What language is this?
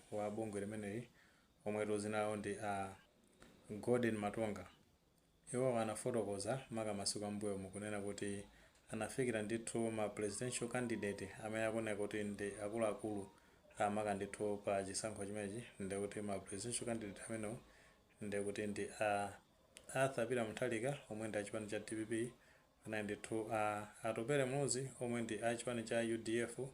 Nyanja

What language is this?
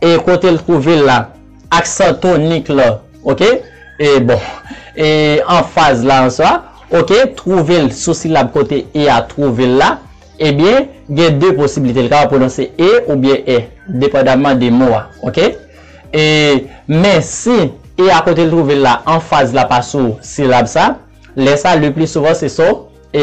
Haitian Creole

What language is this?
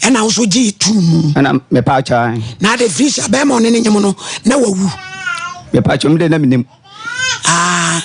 Akan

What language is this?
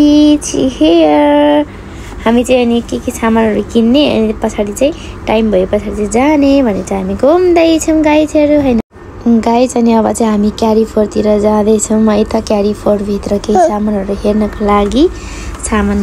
Nepali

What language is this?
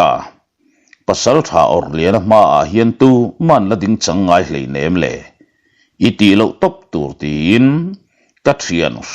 Mizo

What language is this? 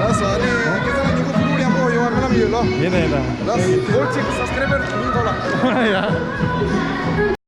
Tibetan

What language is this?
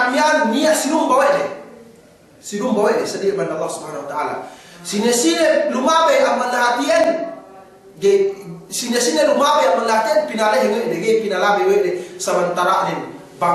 Yakan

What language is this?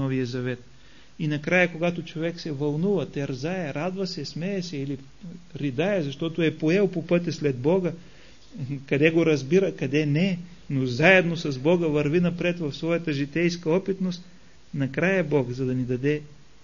Bulgarian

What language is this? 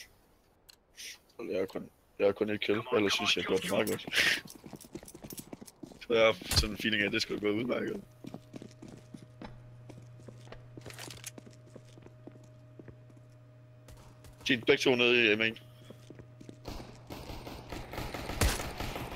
Danish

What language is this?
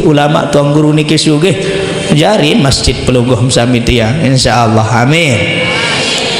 Sasak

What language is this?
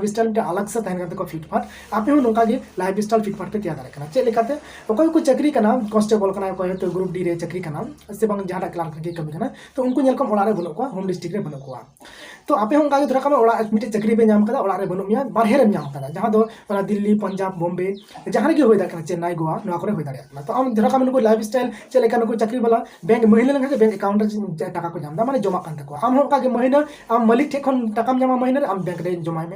Santali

